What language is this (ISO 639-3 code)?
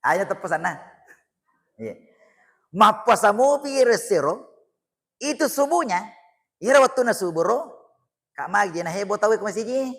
bug